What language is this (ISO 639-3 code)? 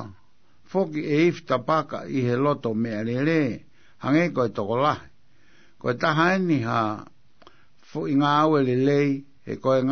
ton